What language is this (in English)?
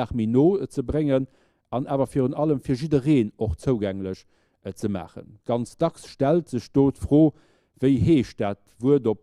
Luxembourgish